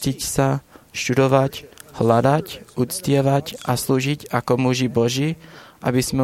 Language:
Slovak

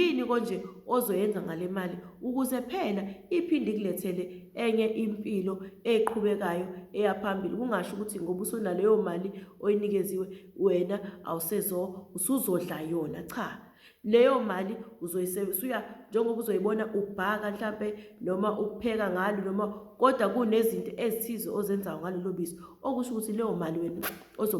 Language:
Zulu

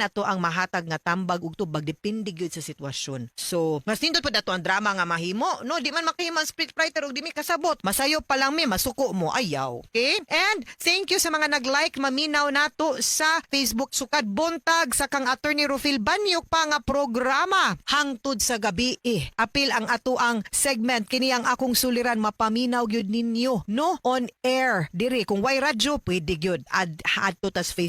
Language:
Cebuano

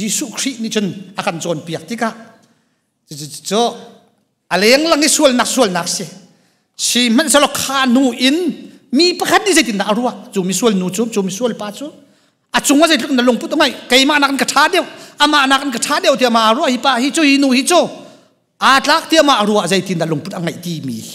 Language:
Hakha Chin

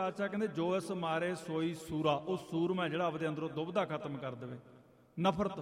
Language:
Punjabi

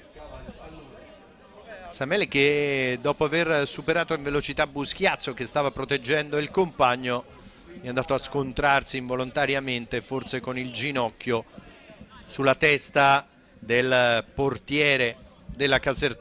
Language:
Italian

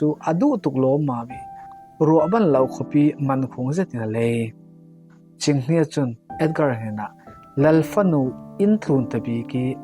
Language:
Falam Chin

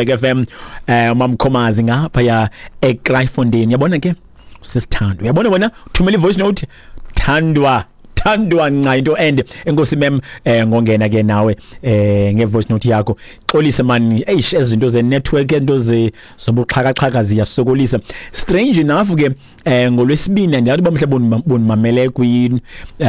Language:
Xhosa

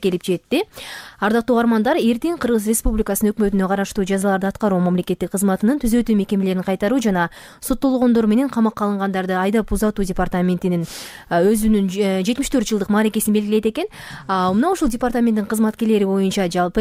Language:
Kyrgyz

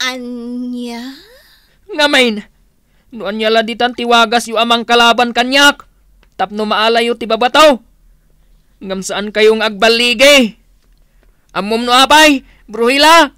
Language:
Iloko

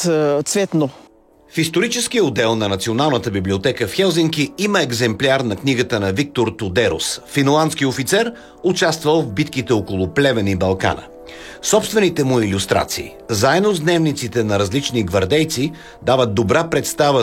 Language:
Bulgarian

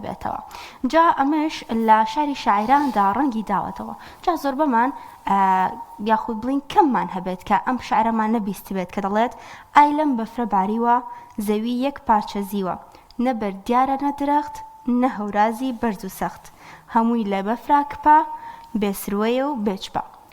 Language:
Central Kurdish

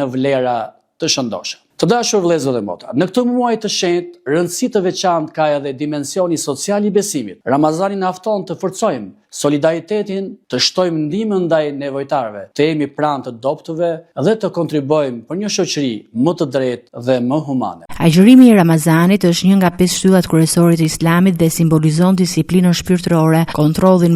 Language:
Albanian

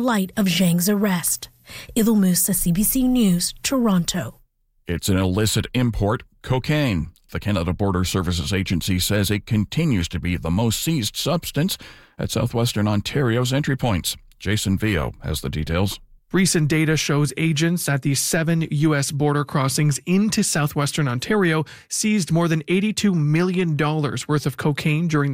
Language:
English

